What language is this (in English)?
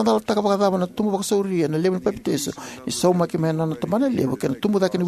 Fijian